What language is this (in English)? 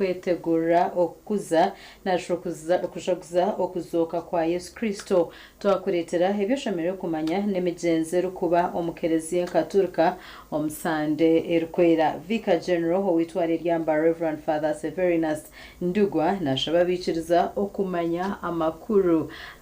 Nyankole